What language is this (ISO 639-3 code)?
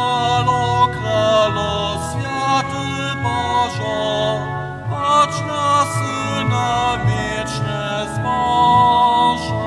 hsb